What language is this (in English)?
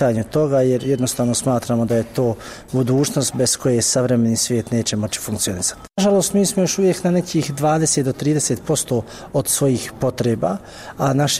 Bosnian